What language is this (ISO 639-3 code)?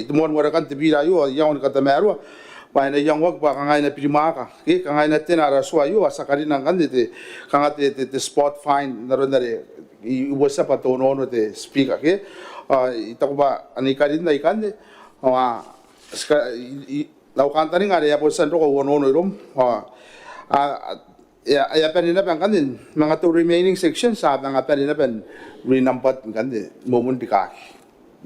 gil